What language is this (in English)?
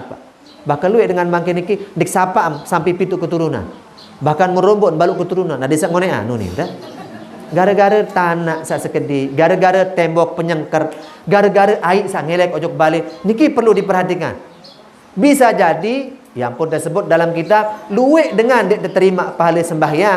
Sasak